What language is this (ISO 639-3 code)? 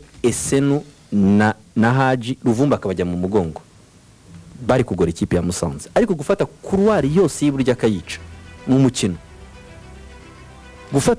kin